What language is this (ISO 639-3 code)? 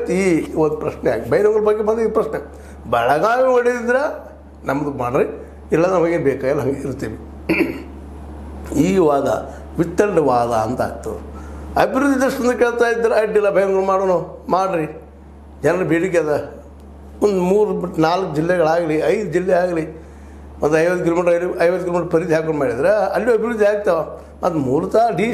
kan